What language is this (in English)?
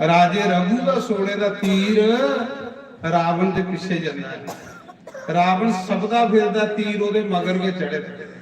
Dogri